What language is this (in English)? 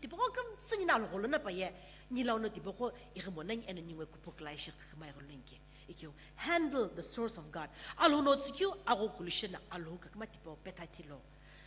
Sumi Naga